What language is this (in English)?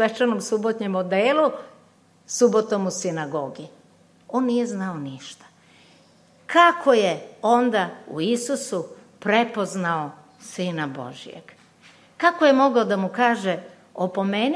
Serbian